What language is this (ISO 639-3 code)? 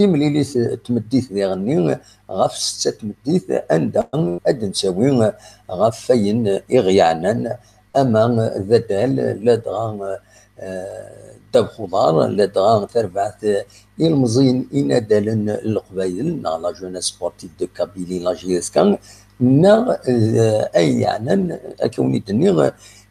kab